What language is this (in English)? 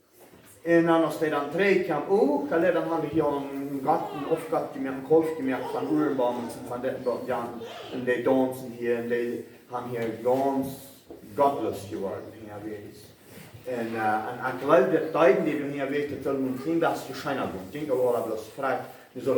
Plautdietsch